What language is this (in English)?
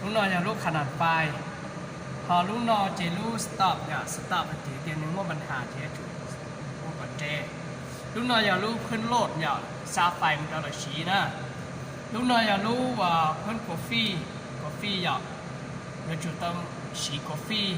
Hmong